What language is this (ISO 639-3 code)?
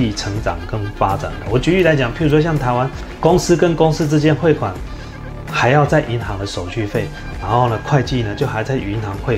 zho